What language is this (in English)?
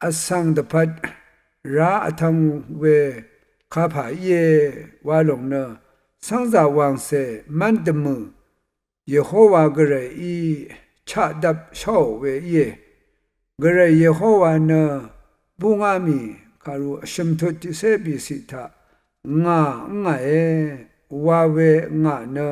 Rawang